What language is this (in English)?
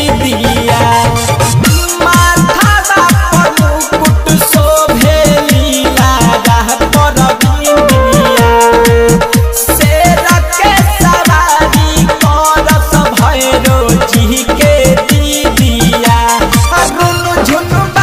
Bhojpuri